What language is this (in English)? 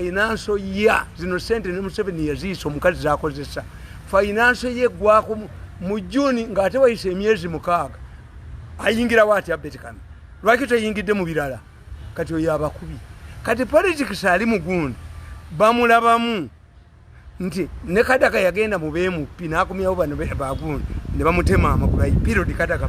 Ganda